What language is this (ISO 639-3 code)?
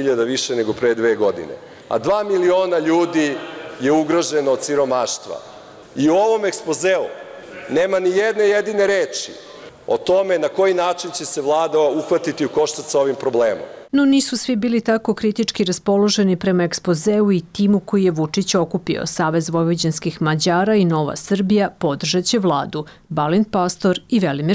srp